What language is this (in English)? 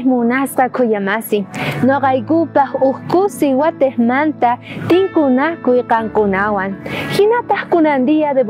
South Bolivian Quechua